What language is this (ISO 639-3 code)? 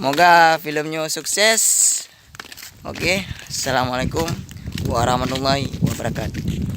ace